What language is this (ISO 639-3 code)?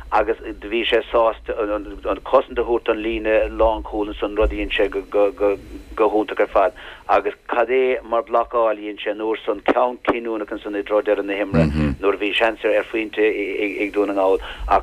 gle